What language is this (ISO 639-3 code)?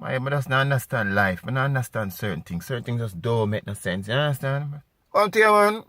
jam